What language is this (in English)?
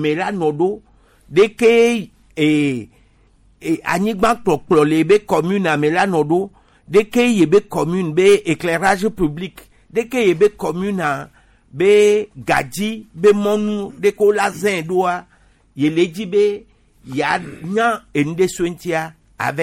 Gen